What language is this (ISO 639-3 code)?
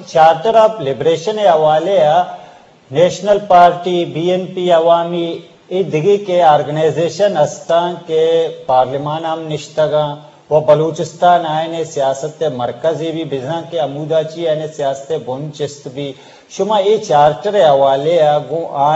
bgp